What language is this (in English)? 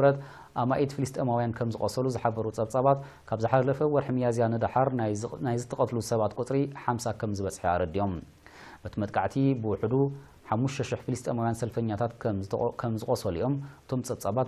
Tigrinya